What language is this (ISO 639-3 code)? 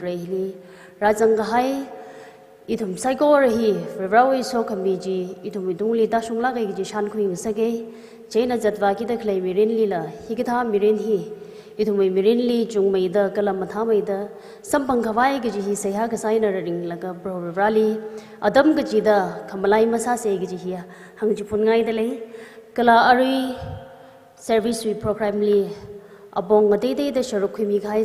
nmf